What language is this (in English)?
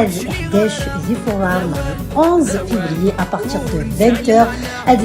Kabyle